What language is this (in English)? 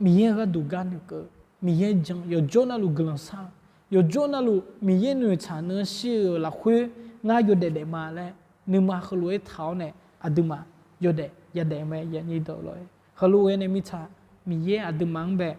Akha